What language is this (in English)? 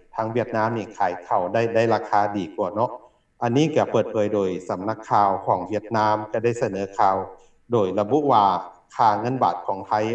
Lao